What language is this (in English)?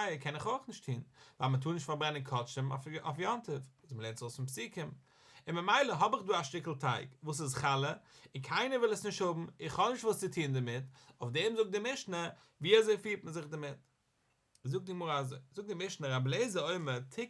Yiddish